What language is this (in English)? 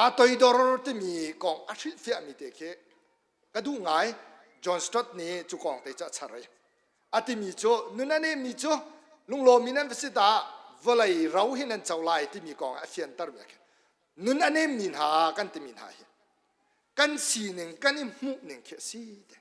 Hakha Chin